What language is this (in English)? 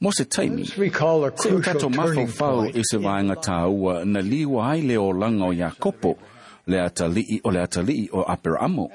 Samoan